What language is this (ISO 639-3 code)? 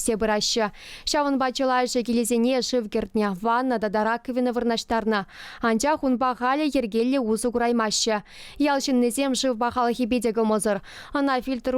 chv